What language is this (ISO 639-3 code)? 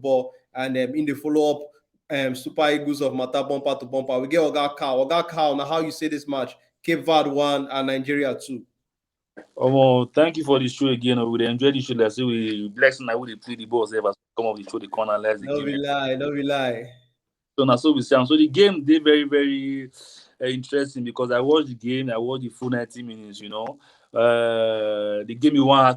pcm